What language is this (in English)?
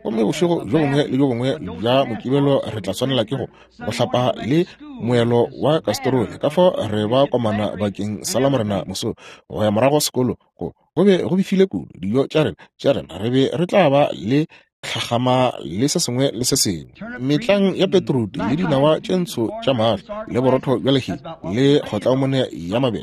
Northern Sotho